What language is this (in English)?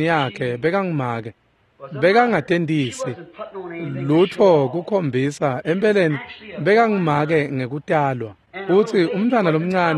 Swati